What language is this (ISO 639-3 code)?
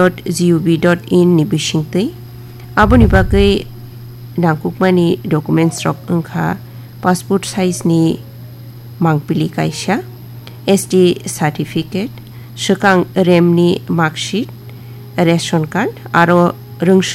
trp